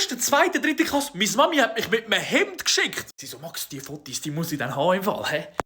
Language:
Swiss German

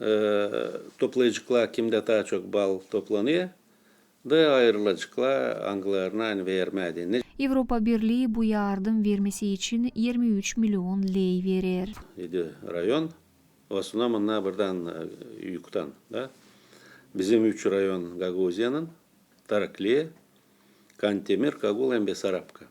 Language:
Gagauz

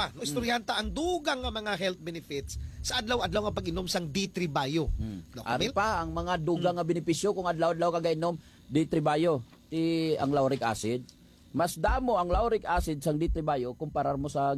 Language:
Hiligaynon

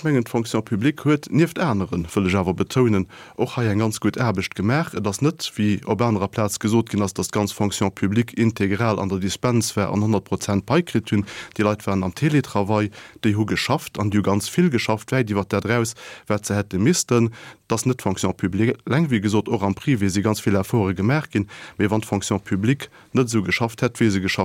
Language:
Luxembourgish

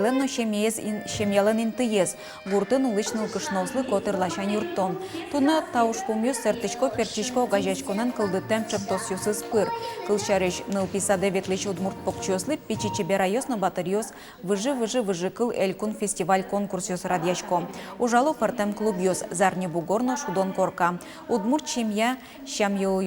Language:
Udmurt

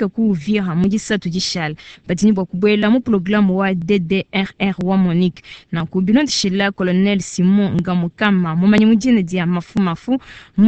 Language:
Luba-Lulua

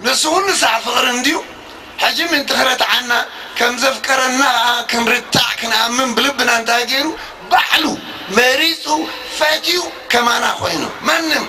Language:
Tigrinya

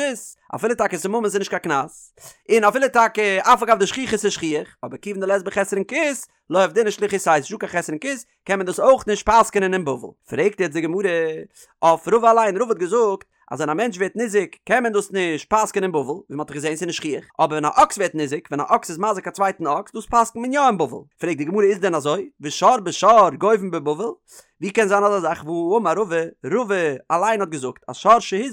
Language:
Yiddish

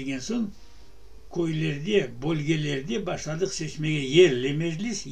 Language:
Crimean Tatar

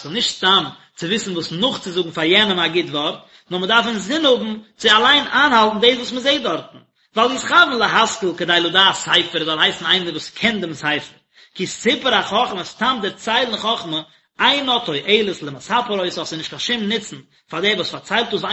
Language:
Yiddish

